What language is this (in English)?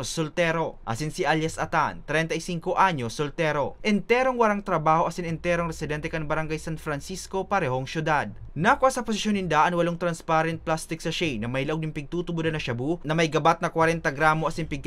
Bikol